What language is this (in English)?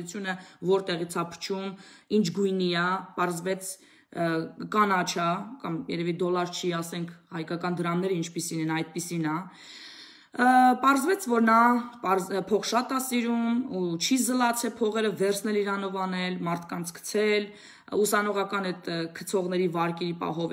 Armenian